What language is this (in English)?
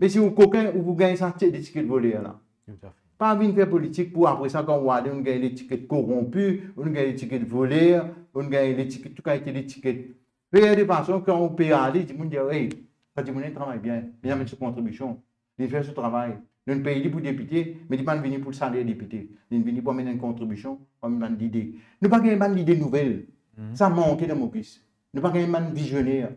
Morisyen